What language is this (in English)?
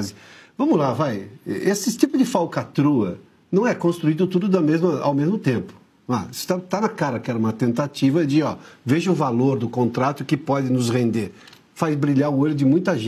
Portuguese